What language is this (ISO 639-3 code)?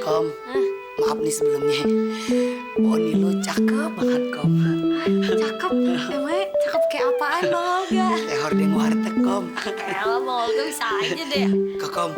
bew